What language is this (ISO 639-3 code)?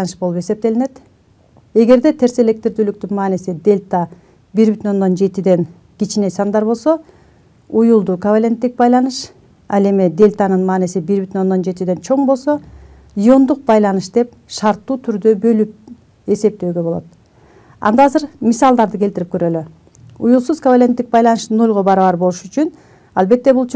kir